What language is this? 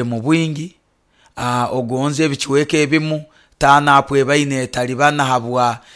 Nyoro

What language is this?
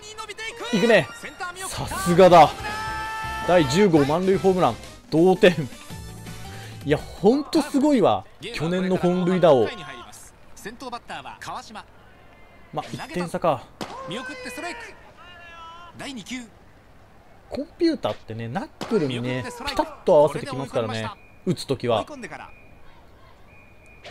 Japanese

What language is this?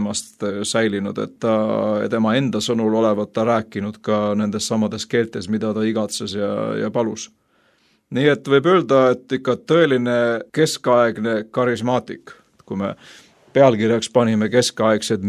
Estonian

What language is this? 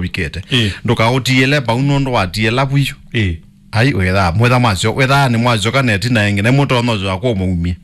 Kamba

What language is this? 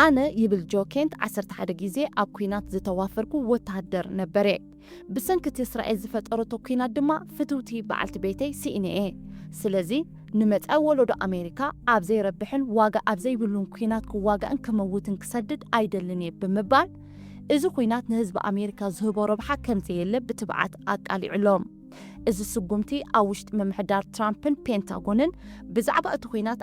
Tigrinya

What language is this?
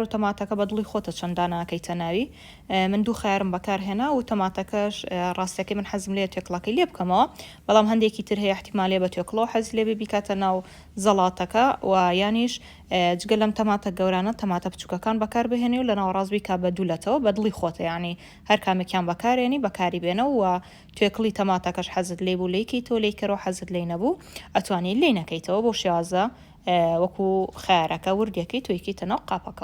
Central Kurdish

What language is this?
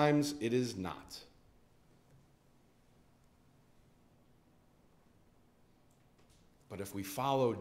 English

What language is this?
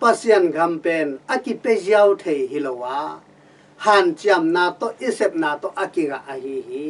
Tedim Chin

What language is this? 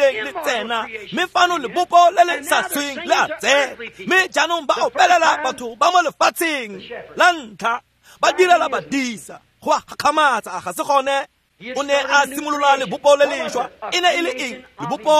Tswana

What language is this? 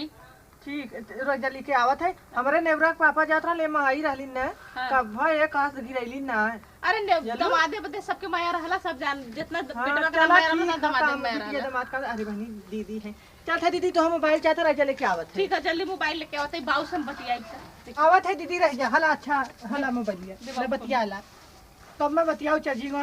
Awadhi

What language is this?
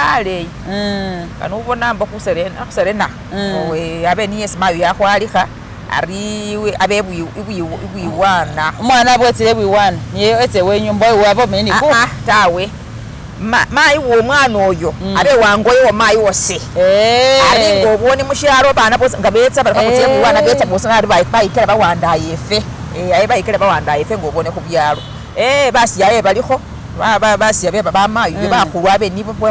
Masaaba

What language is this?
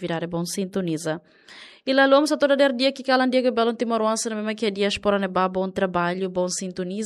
Tetum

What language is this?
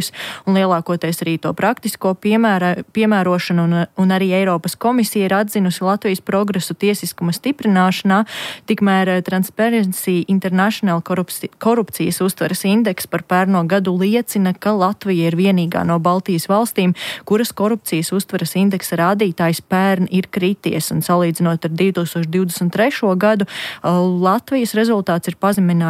Latvian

